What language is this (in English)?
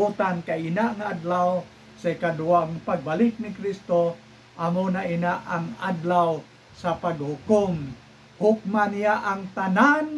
Hiligaynon